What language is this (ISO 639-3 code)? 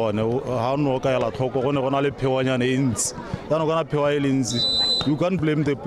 tsn